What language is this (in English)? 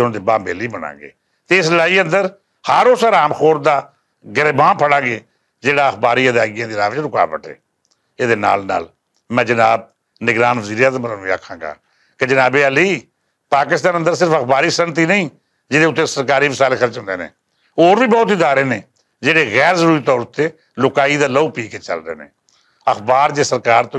Western Panjabi